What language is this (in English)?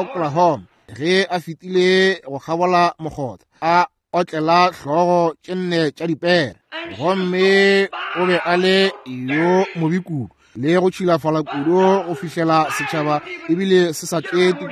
Northern Sotho